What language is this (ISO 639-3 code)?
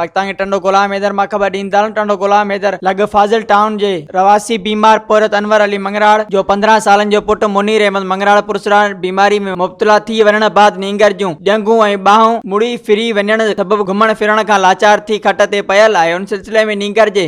snd